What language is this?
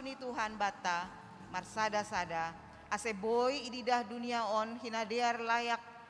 Batak Simalungun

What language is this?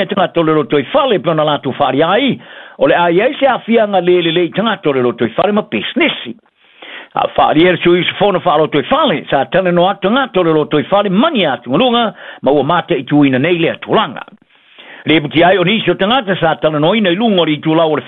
Samoan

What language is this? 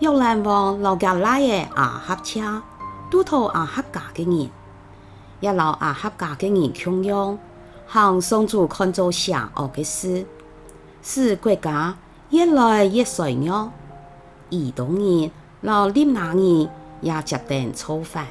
Hakka Chinese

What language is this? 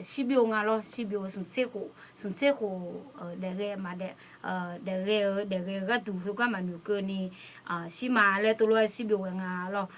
Akha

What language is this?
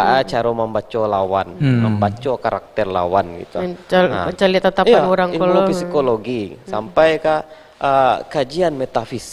Minangkabau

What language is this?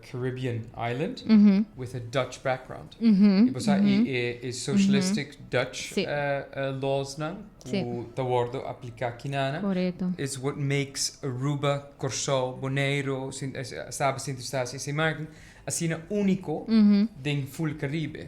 Papiamento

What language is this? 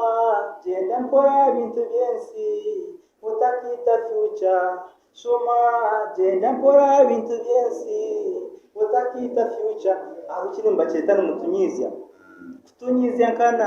Nyankole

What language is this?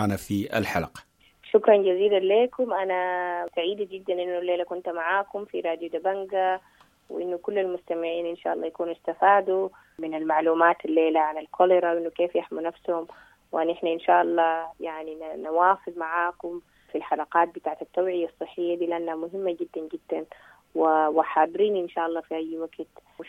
Sudanese Arabic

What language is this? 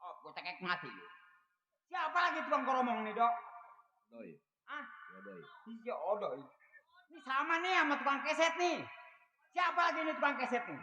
Betawi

